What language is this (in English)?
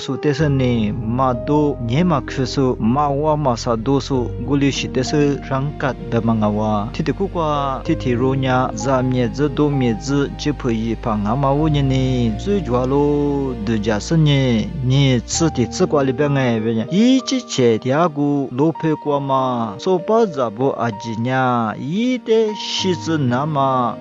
Lisu